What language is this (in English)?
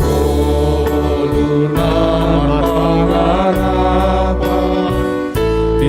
Batak Simalungun